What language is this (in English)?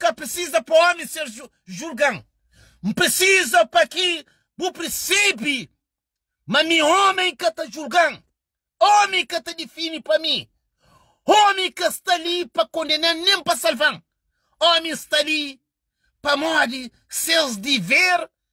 Kabuverdianu